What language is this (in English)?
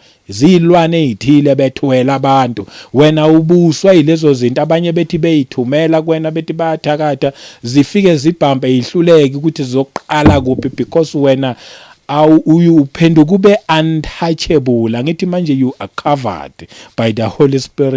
Zulu